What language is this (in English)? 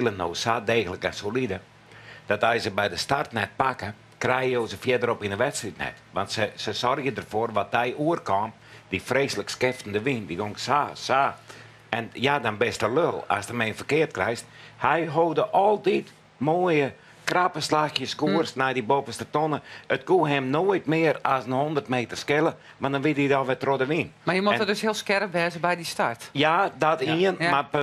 Western Frisian